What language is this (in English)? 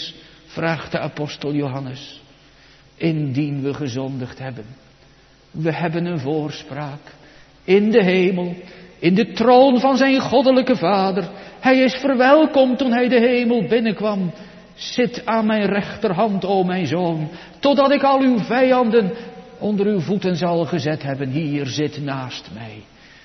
Dutch